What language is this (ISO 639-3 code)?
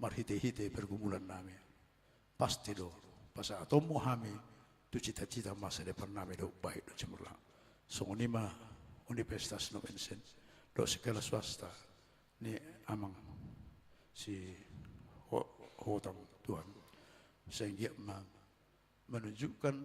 bbc